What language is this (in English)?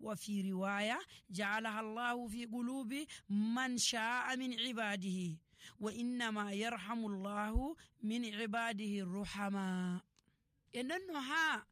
Nigerian Fulfulde